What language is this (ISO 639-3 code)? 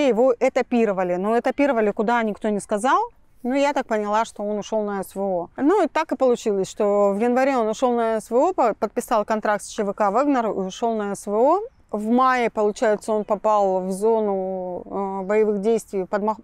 rus